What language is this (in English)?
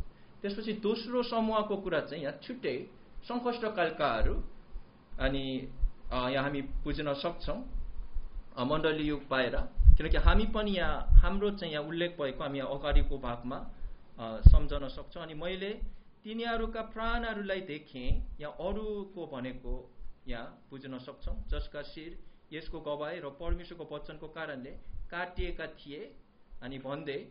Nepali